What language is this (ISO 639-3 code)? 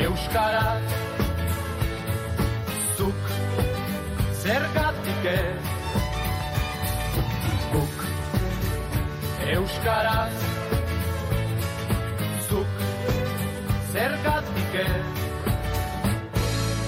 eus